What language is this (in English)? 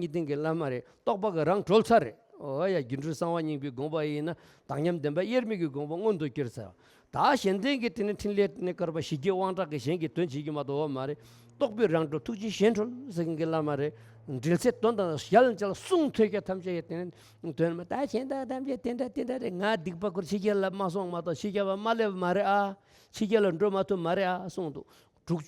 Tibetan